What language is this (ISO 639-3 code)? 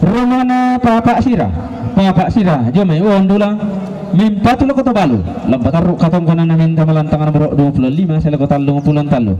sda